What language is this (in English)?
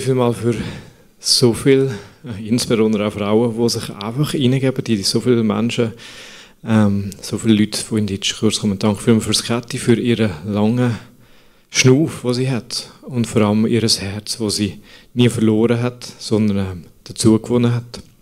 Swiss German